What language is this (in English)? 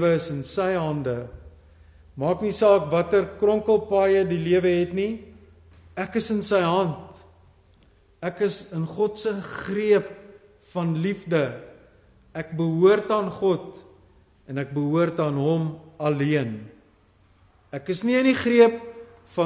Afrikaans